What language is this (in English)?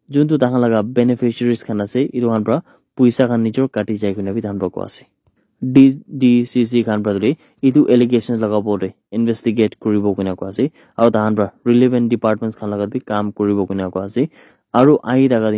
Naga Pidgin